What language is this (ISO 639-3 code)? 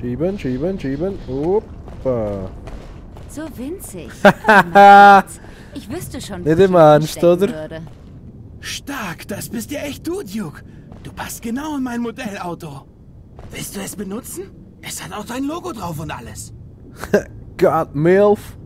gsw